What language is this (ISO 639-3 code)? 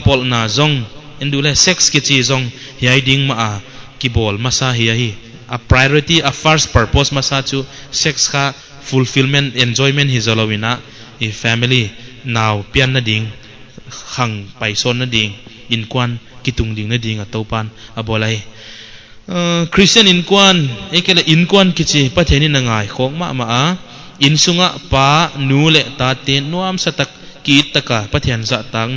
pck